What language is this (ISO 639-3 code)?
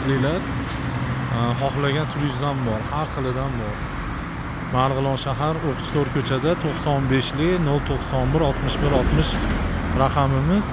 uzb